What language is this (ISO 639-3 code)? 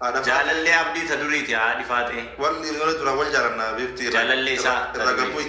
orm